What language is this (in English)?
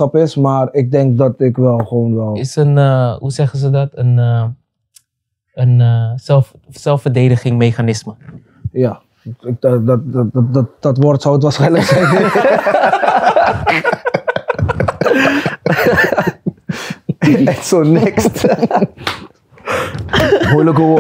Dutch